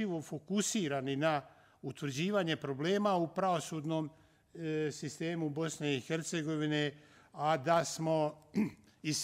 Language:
Bosnian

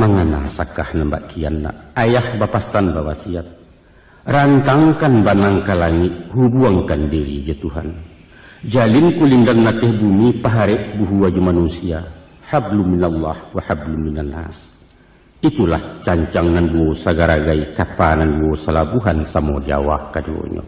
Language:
Minangkabau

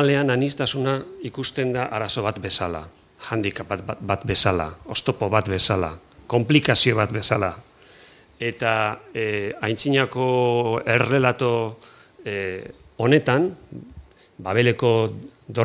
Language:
Basque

